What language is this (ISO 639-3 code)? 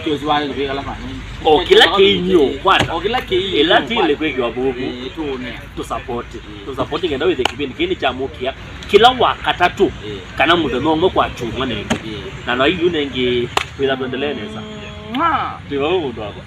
kam